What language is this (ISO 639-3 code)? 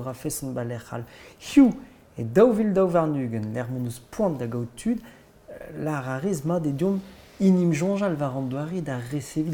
bre